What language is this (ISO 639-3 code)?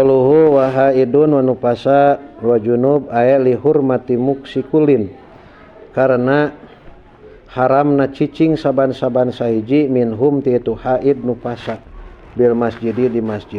sun